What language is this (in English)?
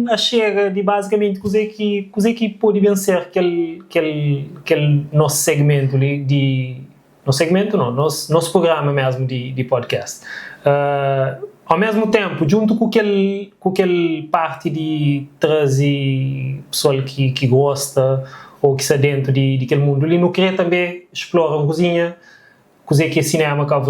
Kabuverdianu